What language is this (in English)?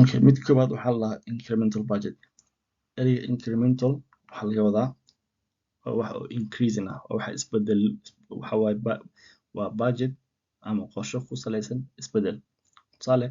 Somali